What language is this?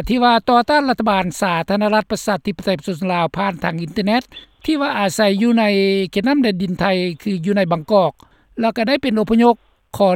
Lao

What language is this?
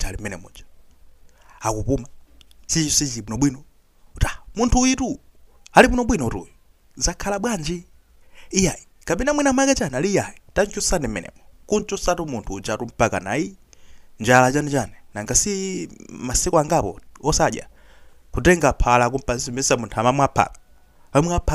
Nyanja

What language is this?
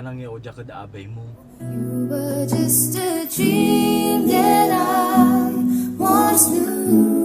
Pangasinan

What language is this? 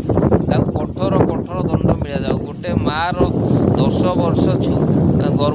Odia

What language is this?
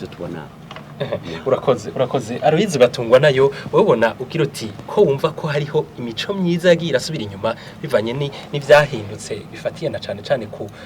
Rundi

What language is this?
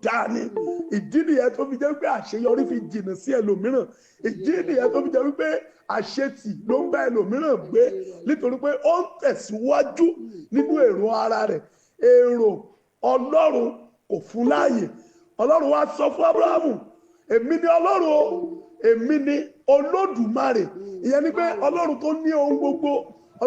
Yoruba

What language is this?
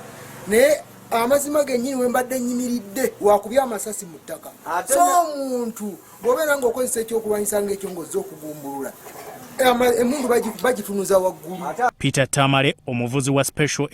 Ganda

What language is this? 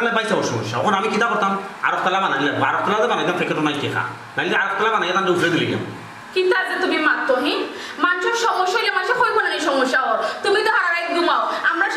Sylheti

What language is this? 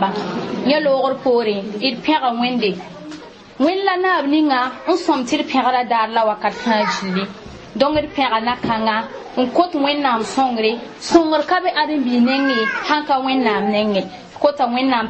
Mossi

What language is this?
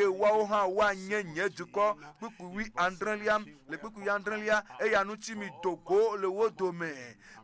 Ewe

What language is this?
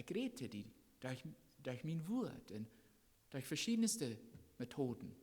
Plautdietsch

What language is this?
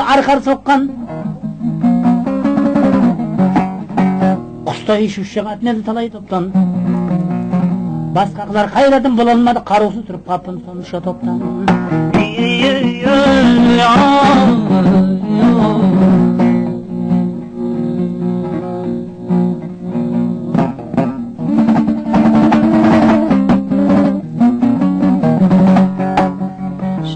Kazakh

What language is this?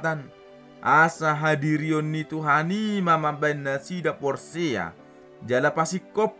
Batak Toba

